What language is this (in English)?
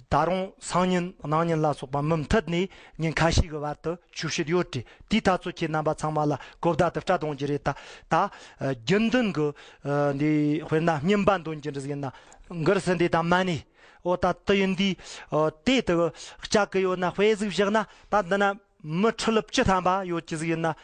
Tibetan